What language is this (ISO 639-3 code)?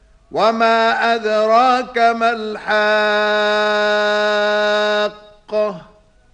ara